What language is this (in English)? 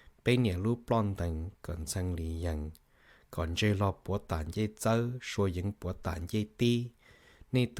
Hmong